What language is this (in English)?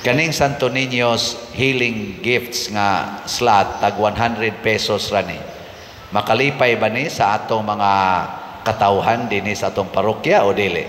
Cebuano